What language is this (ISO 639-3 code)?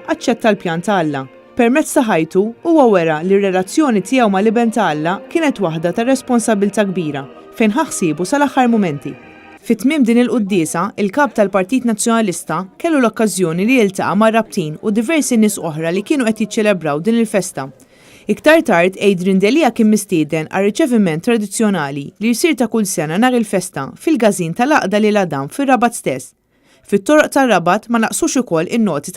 mlt